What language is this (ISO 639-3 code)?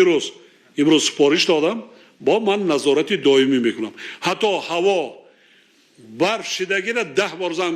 tgk